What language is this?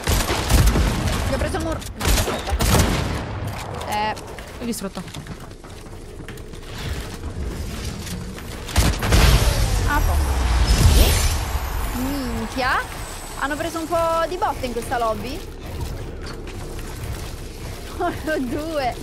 Italian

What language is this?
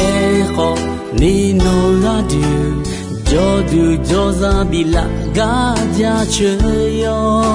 Akha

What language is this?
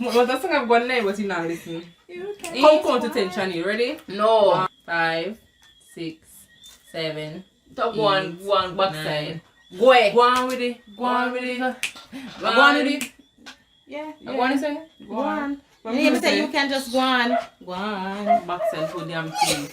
Jamaican Creole English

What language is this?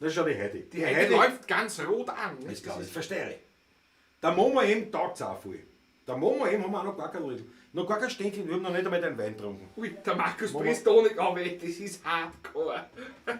Bavarian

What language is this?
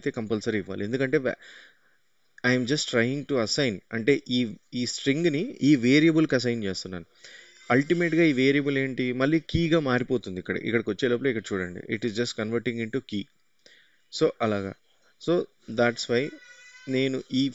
Telugu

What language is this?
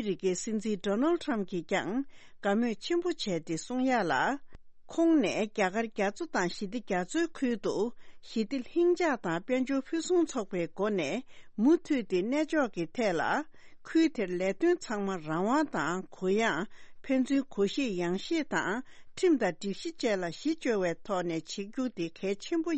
Tibetan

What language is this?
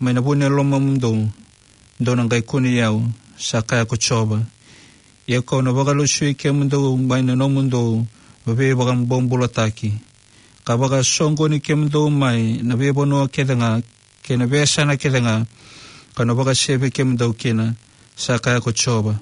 Fijian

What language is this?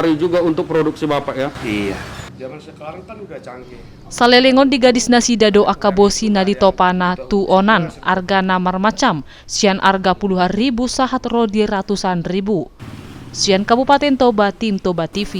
Batak Toba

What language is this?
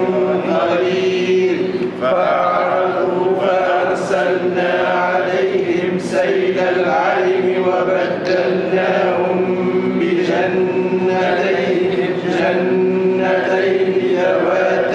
Arabic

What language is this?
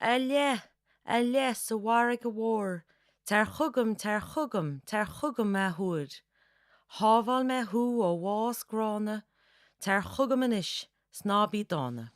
Irish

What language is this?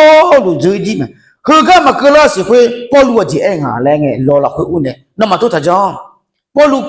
Akha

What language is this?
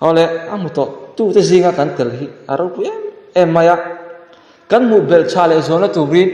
Mizo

